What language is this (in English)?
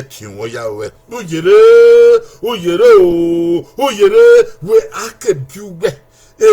Bini